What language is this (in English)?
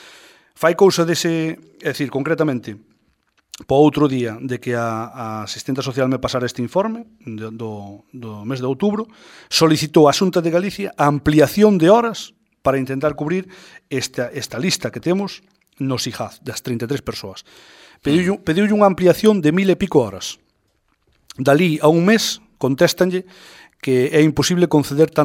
Galician